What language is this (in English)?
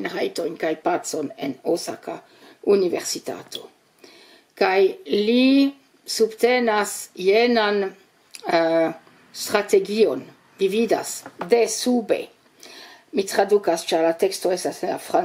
Esperanto